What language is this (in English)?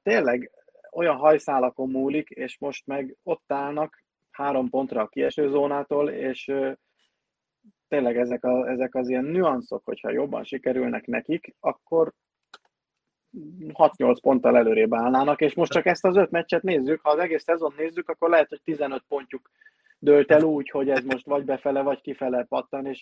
Hungarian